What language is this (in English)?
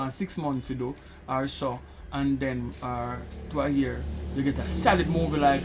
Jamaican Creole English